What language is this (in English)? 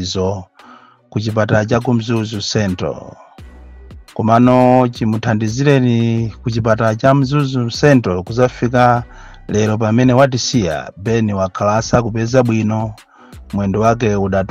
Nyanja